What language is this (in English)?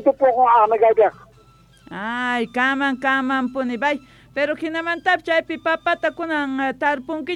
South Bolivian Quechua